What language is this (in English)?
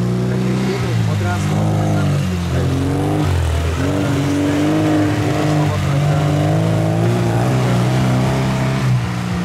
Czech